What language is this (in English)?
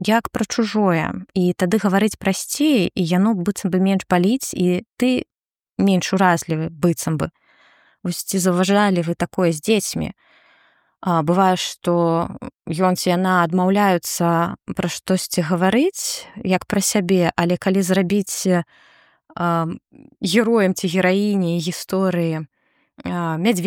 Belarusian